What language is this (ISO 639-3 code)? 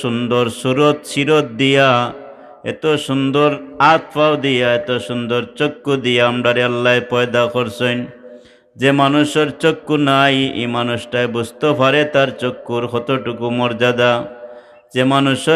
syl